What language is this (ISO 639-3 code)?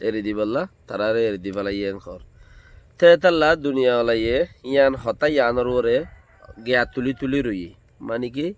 rhg